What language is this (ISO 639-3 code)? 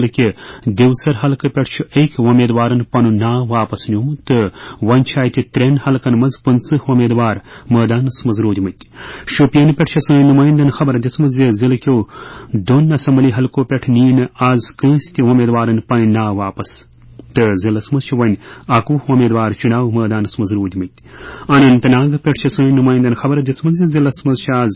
kas